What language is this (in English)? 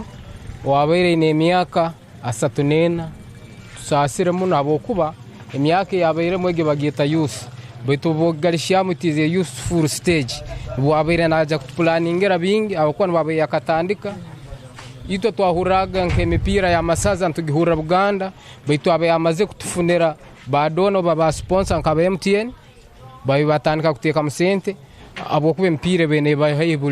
Tooro